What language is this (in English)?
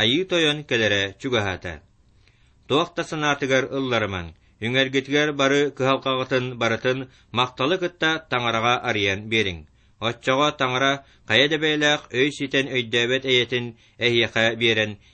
Yakut